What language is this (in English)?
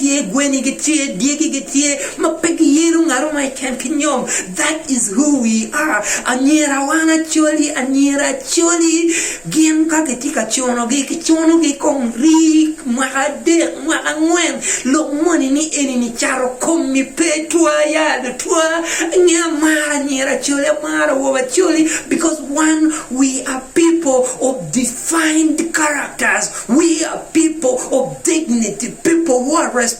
Acoli